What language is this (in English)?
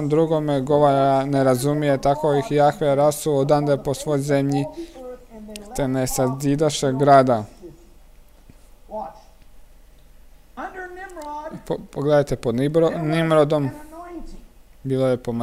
Croatian